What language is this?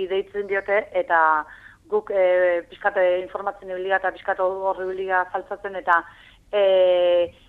Basque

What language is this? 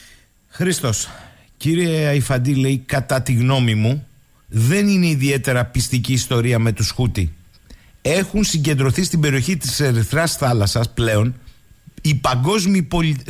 Greek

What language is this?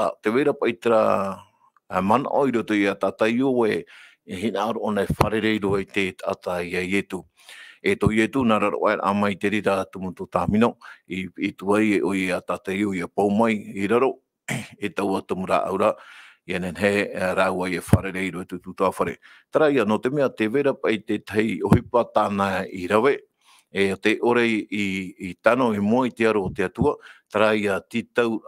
Tahitian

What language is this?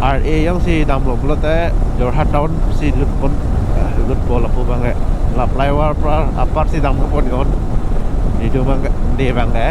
Karbi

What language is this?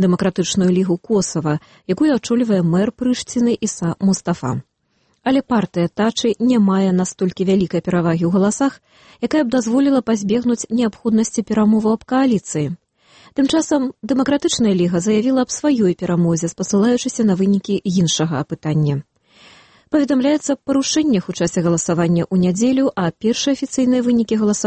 Belarusian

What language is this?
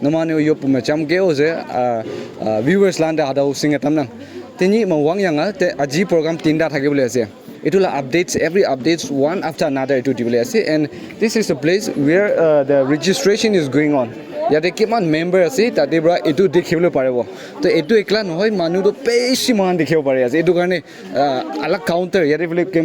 Naga Pidgin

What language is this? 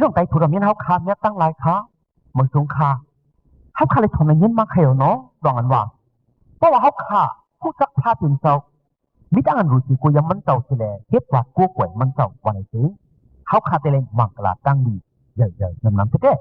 Shan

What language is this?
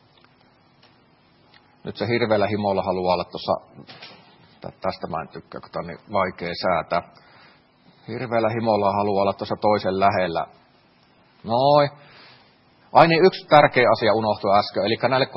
Finnish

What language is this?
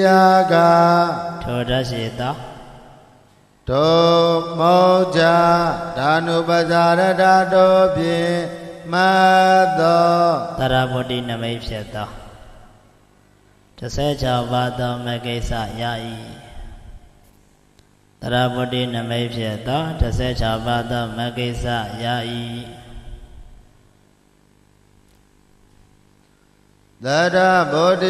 Burmese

